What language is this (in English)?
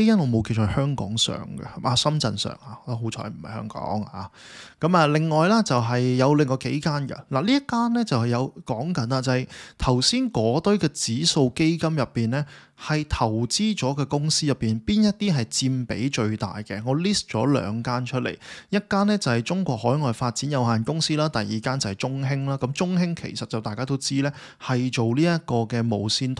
Cantonese